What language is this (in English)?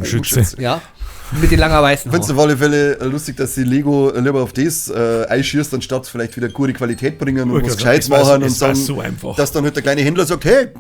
Bavarian